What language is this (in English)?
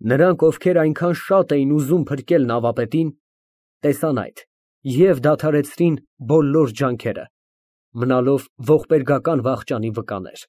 Armenian